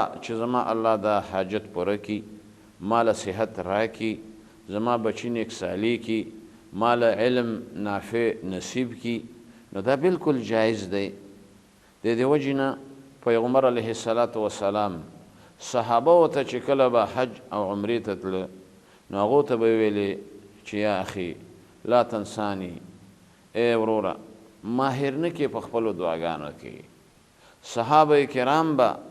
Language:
Pashto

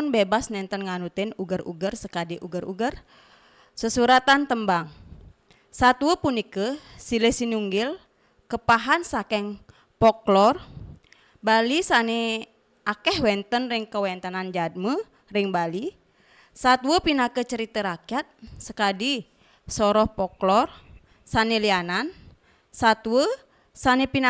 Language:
Balinese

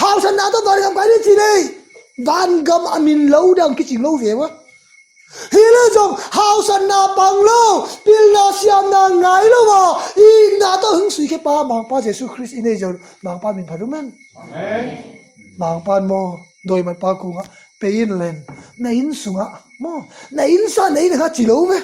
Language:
Tedim Chin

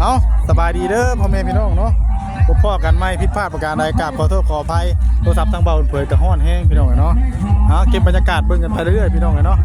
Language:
Northeastern Thai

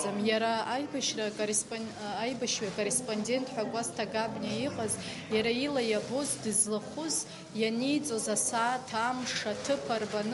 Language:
Abkhazian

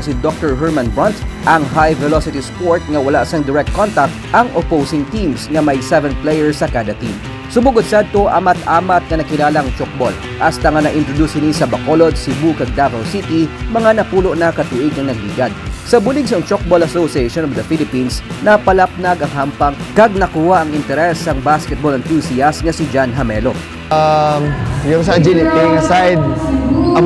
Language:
Hiligaynon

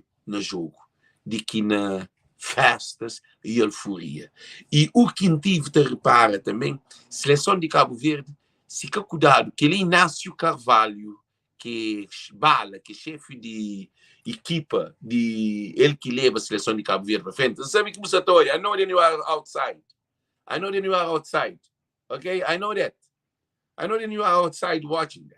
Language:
Kabuverdianu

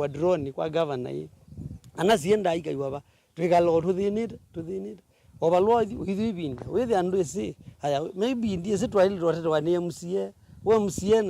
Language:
Kamba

